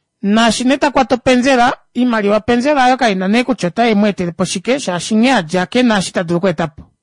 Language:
Kuanyama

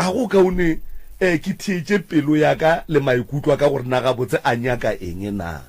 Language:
Northern Sotho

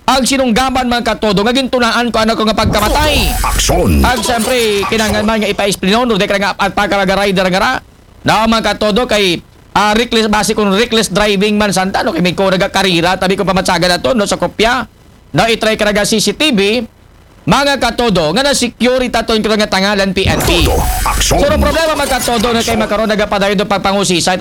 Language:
Aklanon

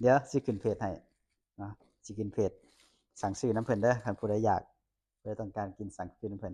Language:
Lao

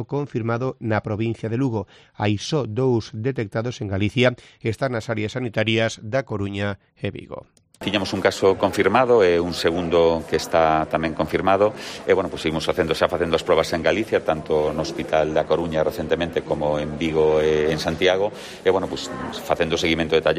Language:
Galician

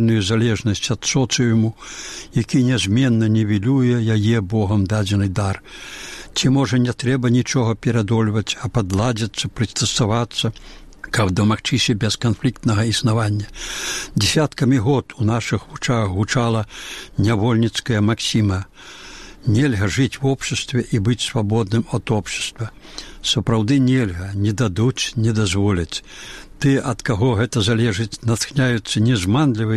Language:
Belarusian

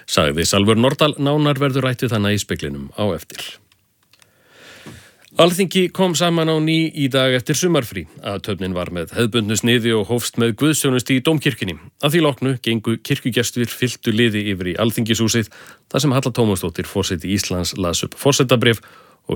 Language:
Icelandic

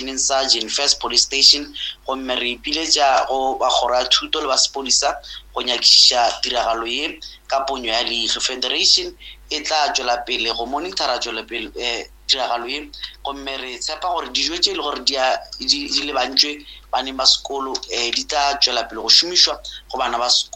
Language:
Northern Sotho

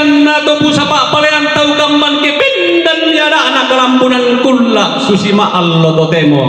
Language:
Toraja-Sa'dan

